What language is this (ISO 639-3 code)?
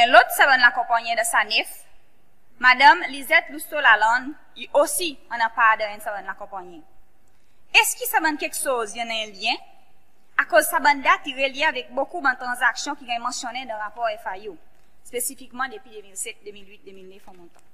crs